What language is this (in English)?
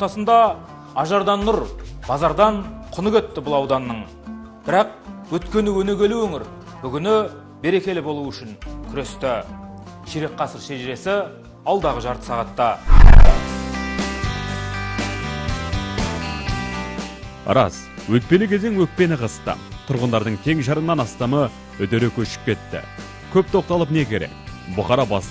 Kazakh